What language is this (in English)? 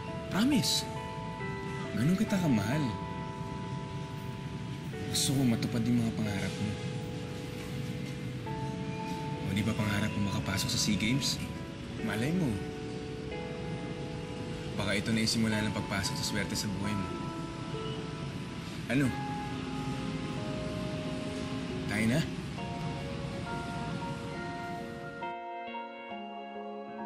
Filipino